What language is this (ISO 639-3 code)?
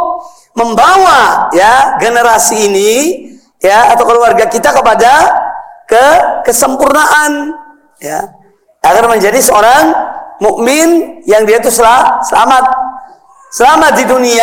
ind